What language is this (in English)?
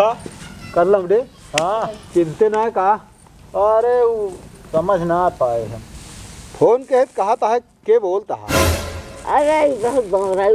Awadhi